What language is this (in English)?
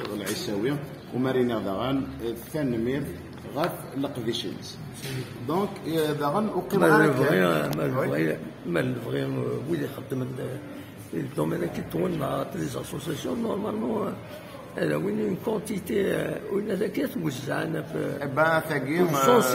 Kabyle